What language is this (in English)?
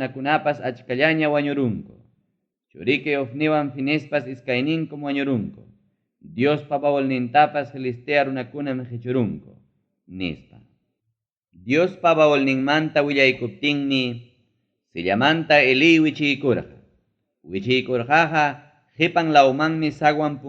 Ayacucho Quechua